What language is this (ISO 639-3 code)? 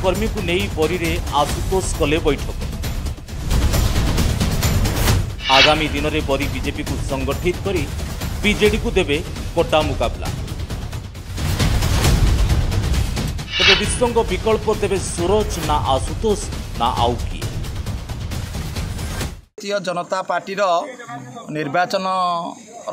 ori